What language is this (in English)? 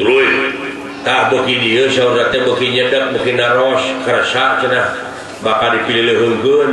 Sundanese